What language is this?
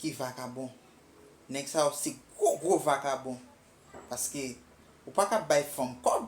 Haitian Creole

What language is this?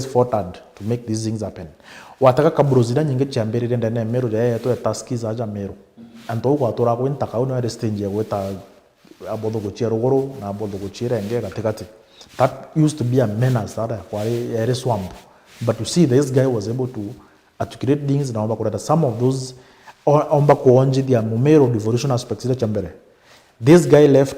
Meru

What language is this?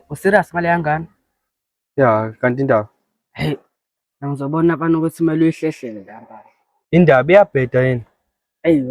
Zulu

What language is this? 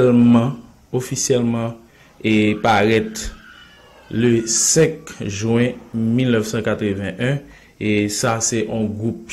Haitian Creole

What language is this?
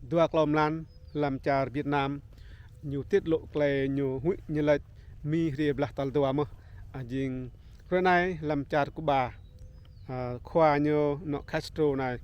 Rade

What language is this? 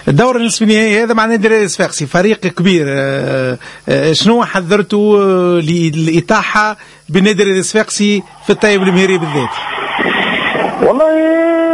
Tunisian Arabic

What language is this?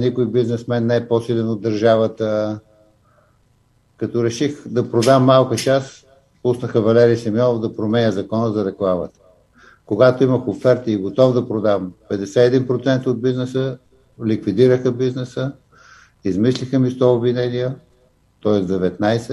Bulgarian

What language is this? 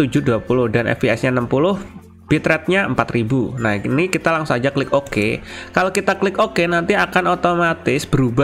Indonesian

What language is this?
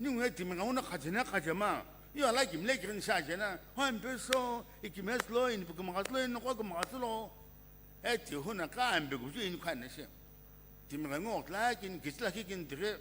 Sumi Naga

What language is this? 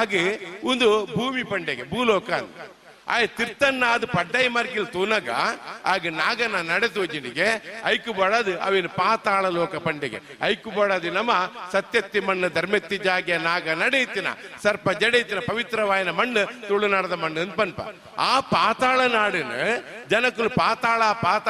Tulu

